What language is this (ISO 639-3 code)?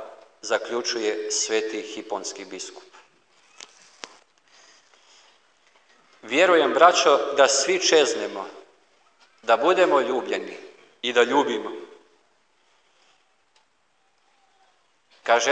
hrv